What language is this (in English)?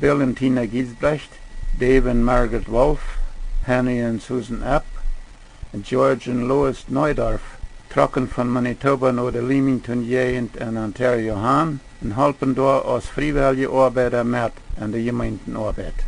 Plautdietsch